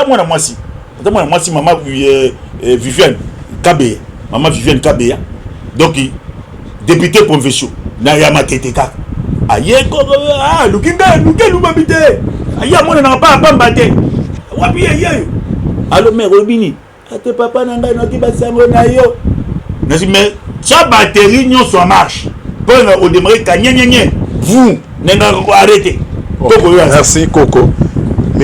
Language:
Lingala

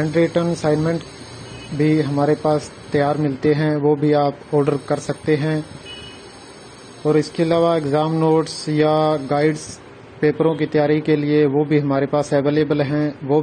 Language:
Hindi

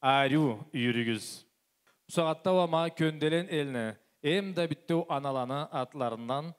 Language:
Karachay-Balkar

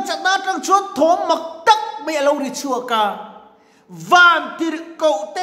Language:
Mizo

